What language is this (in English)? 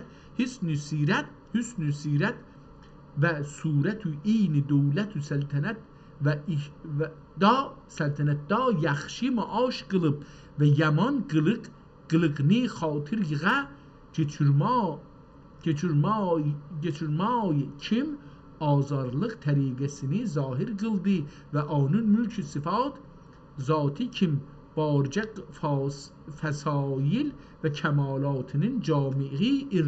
South Azerbaijani